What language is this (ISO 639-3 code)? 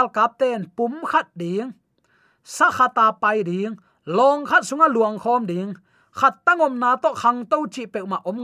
ctd